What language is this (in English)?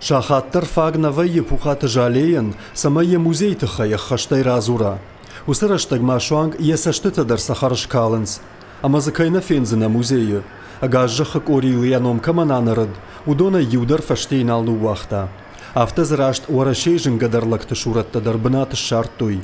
Ossetic